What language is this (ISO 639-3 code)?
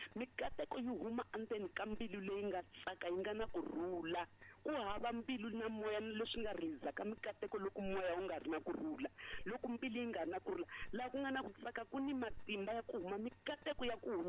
tso